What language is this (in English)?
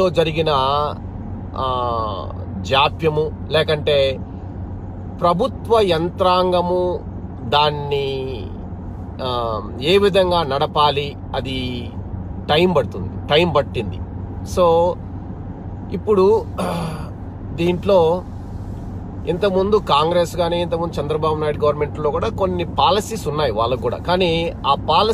Telugu